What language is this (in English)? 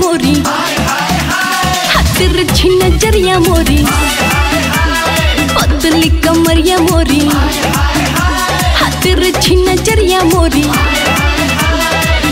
Bhojpuri